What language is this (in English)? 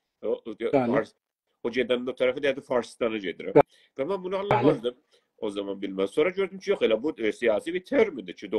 South Azerbaijani